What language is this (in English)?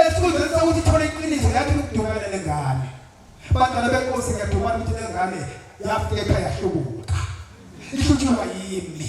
Zulu